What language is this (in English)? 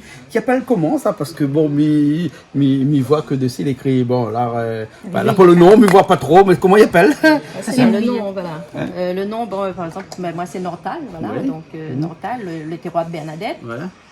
Réunion Creole French